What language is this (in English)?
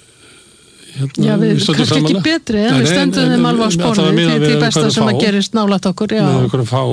Icelandic